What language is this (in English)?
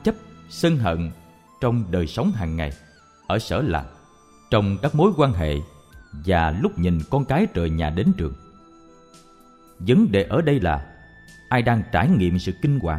Vietnamese